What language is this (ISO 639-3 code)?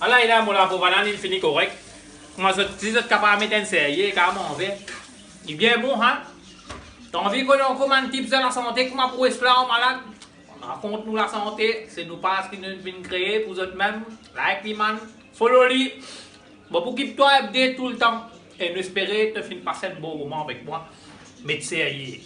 mfe